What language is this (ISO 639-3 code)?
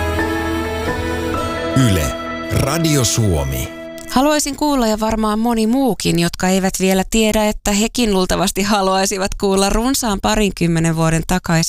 fin